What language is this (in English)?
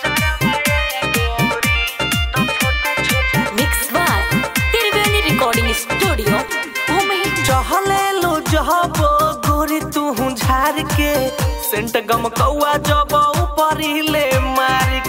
Bhojpuri